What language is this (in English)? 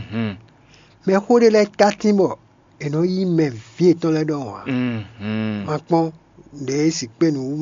Fon